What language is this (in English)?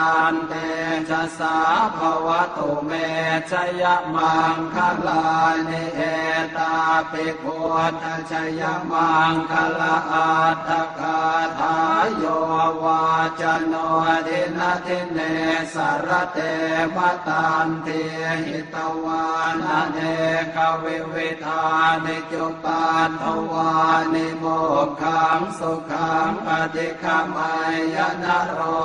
Pali